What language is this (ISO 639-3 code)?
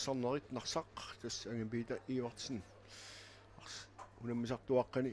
kal